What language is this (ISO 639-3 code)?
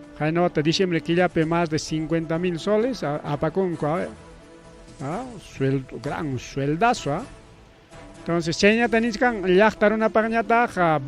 quy